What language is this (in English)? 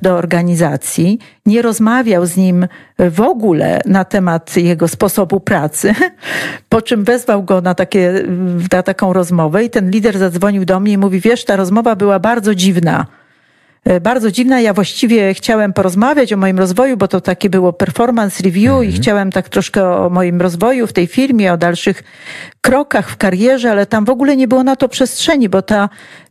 Polish